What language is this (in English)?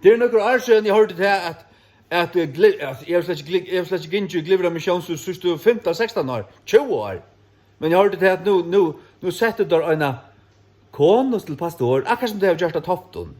Faroese